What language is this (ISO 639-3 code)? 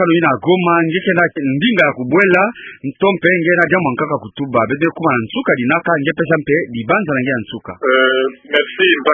ktu